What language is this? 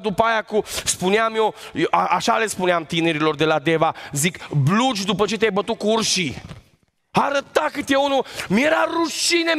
Romanian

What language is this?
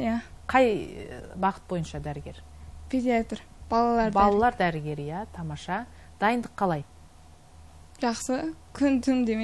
Kazakh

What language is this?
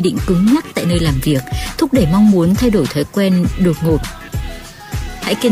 Vietnamese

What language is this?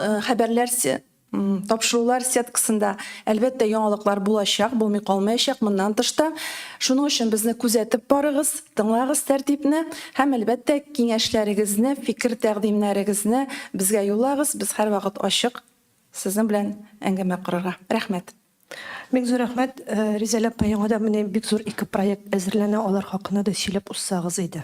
Tatar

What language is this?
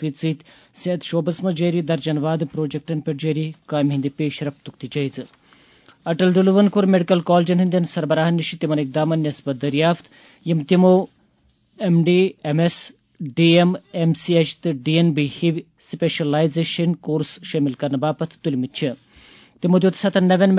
Kashmiri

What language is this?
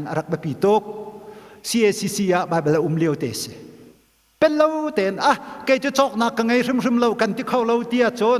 Hakha Chin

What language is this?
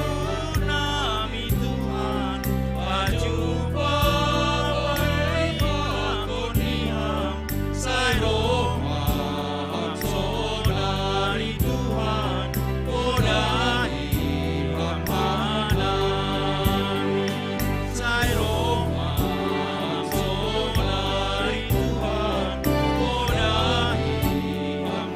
Batak Simalungun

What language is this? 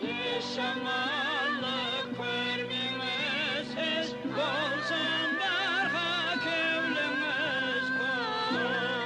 Kara-Kalpak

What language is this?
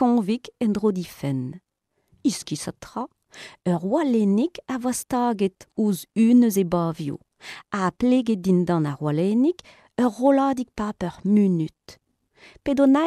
Breton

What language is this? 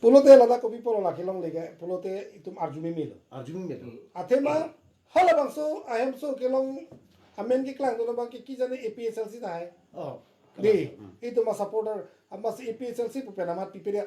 Karbi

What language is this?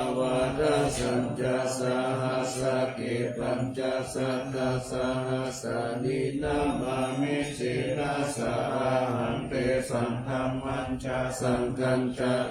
Pali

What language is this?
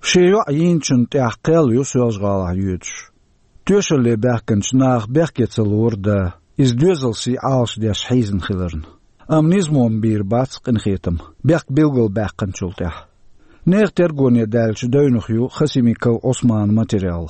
Chechen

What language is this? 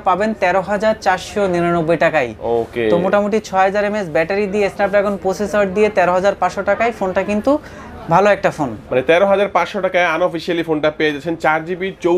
Bangla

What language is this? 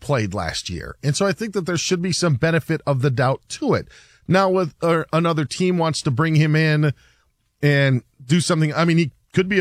English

